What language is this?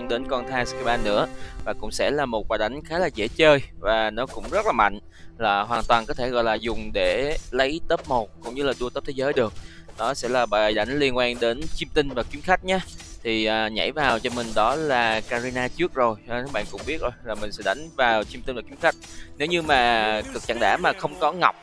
Vietnamese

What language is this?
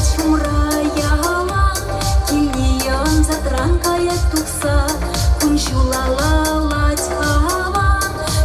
Chuvash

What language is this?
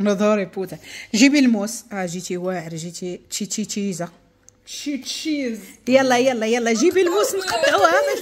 Moroccan Arabic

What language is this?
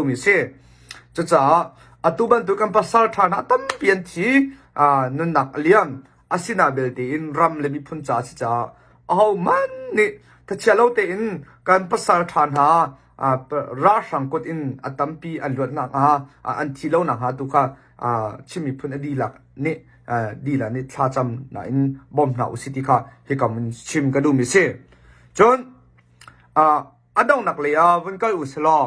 Hakha Chin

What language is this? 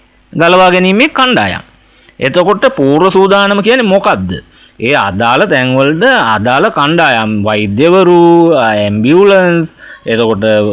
Sinhala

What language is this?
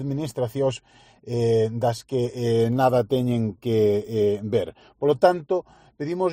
Galician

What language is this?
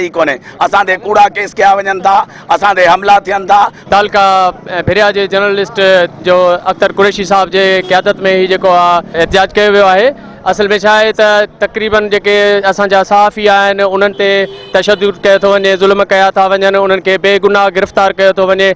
Sindhi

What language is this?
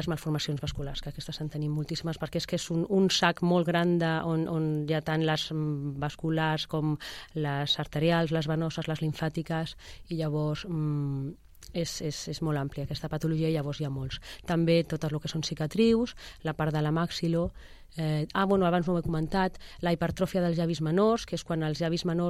Catalan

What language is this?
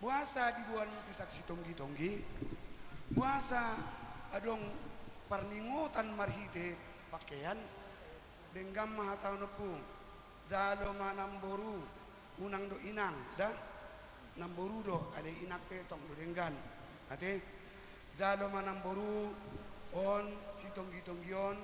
Batak Toba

